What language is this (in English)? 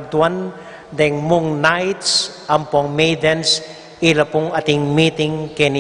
Pampanga